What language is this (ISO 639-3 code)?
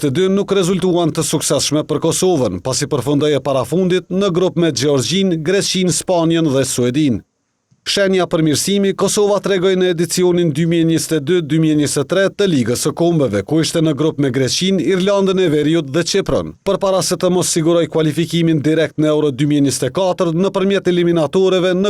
sqi